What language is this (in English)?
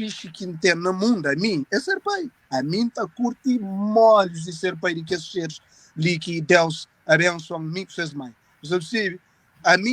Kabuverdianu